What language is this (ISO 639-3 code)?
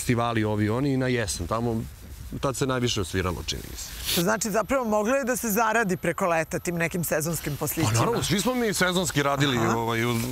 srp